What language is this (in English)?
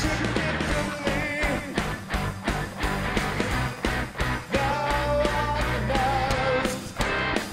English